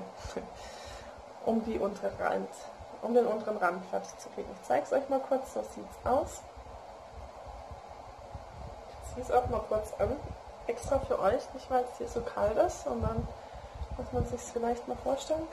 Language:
German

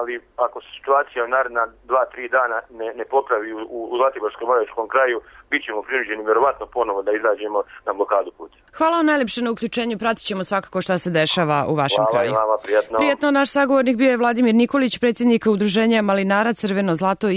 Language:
Serbian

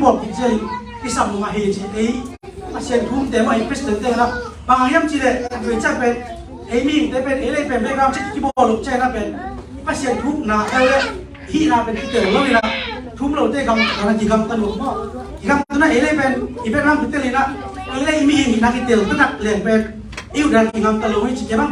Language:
Tedim Chin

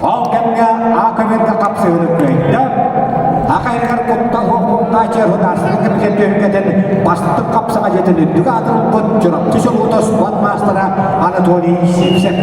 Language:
Yakut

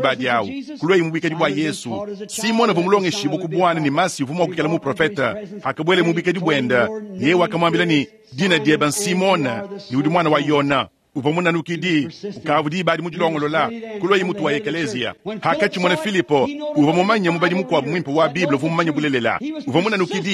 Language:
Luba-Lulua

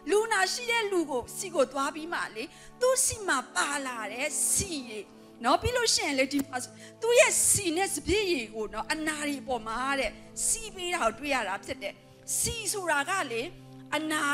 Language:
Burmese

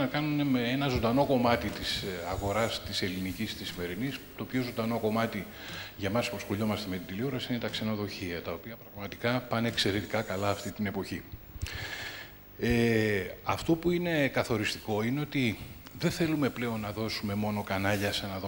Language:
Greek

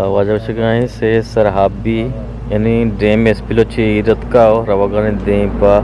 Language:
Eastern Balochi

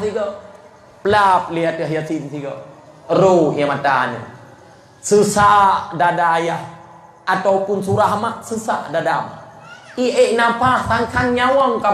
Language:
Achinese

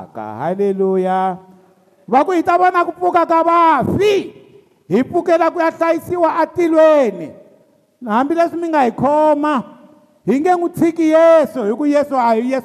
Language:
Tsonga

